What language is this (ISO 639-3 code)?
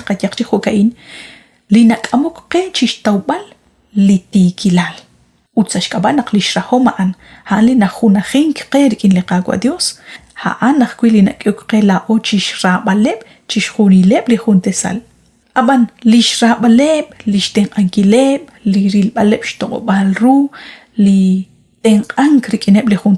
kek